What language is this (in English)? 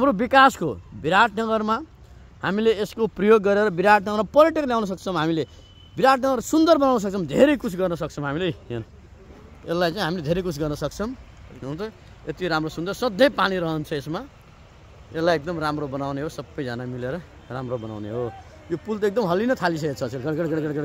Nepali